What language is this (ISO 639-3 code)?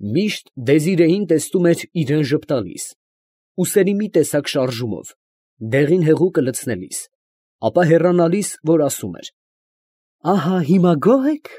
hye